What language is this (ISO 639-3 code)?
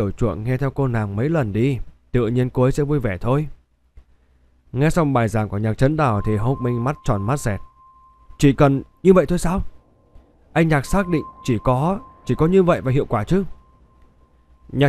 vie